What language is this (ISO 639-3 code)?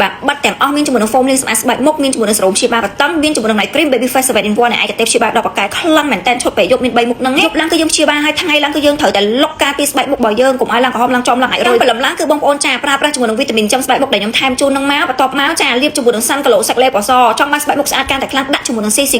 khm